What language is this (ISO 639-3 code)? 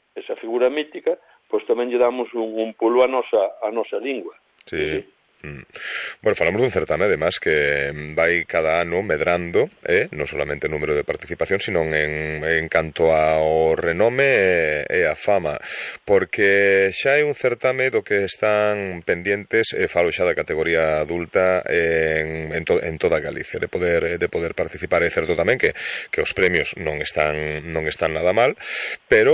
glg